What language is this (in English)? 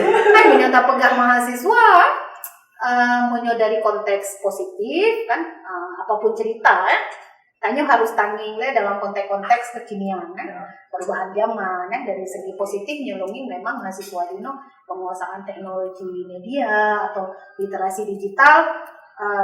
Achinese